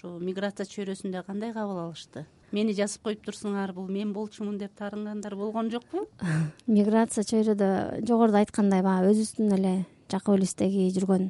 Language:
Kyrgyz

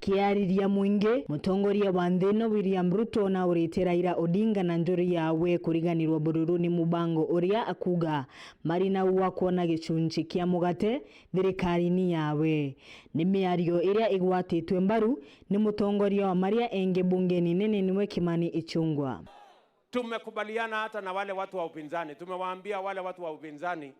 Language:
Meru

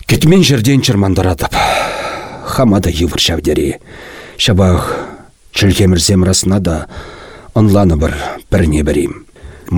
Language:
Chuvash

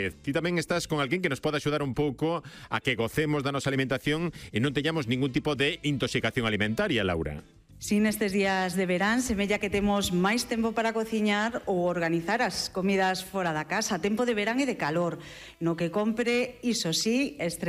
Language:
Galician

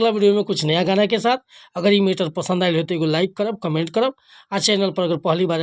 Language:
Bhojpuri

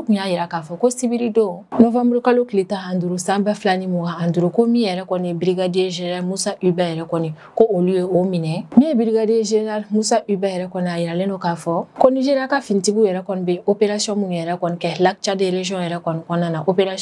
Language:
Bambara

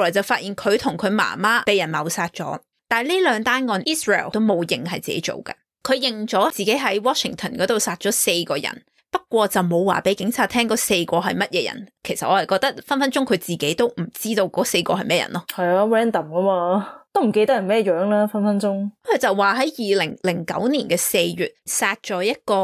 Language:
Cantonese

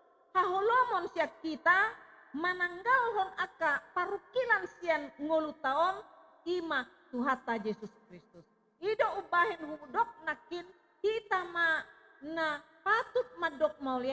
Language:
Batak Toba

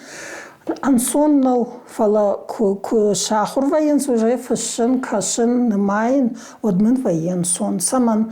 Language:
Ossetic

